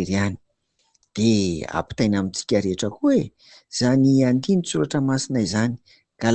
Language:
Malagasy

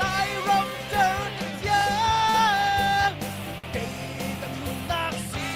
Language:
Falam Chin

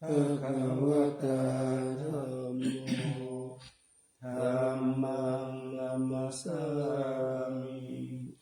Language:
Pali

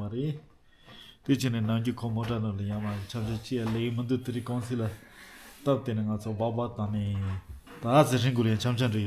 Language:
Tibetan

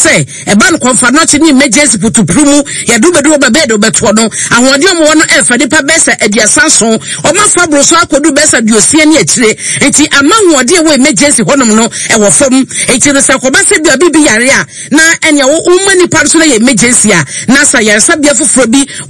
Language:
Akan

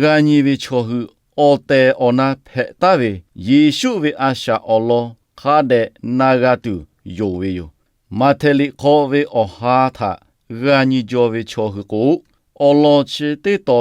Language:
Lahu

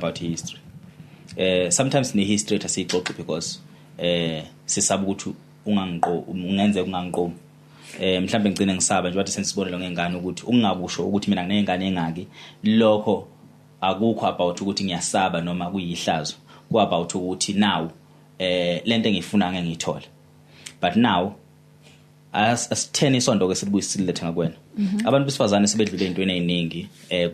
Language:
Zulu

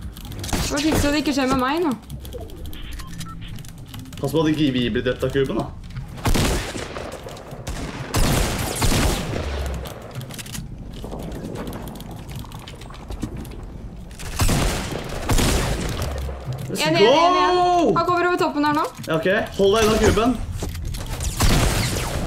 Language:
Norwegian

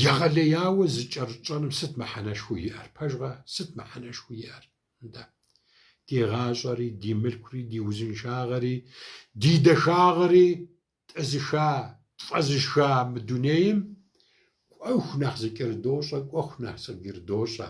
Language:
Kabardian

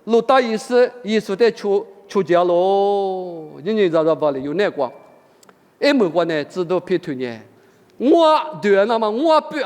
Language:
Lisu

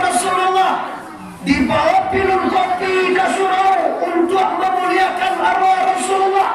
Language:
Minangkabau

